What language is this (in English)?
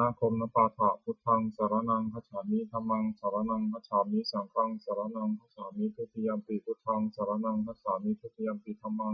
Pali